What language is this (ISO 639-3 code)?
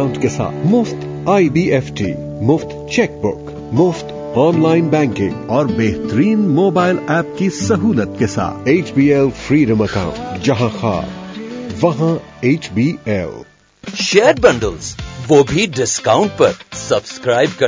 urd